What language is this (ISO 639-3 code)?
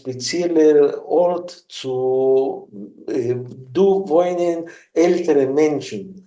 yid